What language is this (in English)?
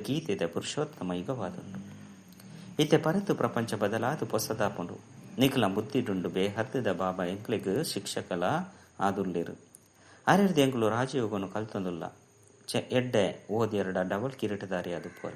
Tulu